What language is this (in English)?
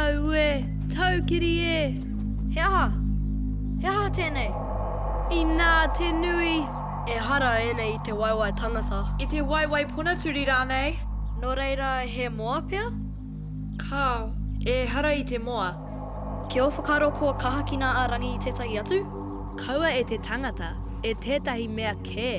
Māori